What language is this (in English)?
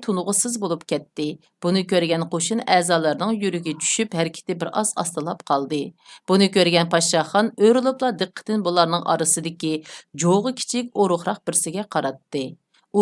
Uyghur